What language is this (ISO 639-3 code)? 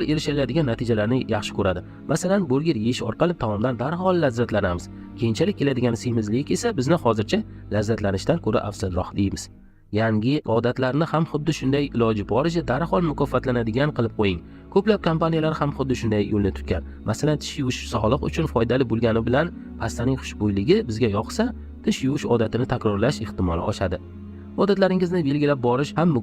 uzb